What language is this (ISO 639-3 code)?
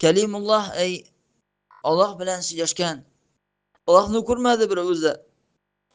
tat